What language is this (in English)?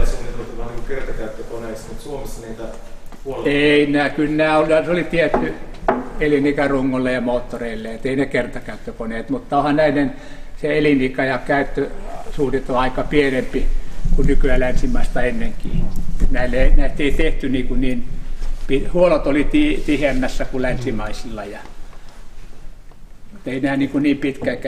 Finnish